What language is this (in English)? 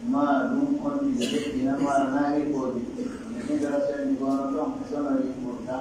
Pular